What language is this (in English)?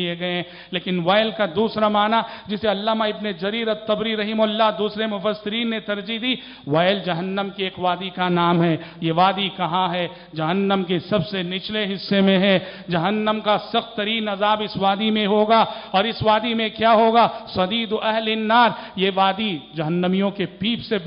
Urdu